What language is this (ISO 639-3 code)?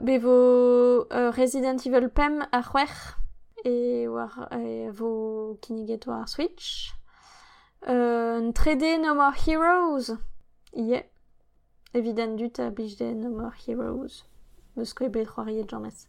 bre